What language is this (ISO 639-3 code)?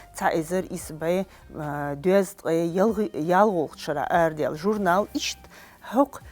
che